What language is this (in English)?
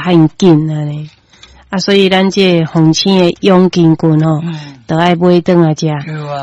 Min Nan Chinese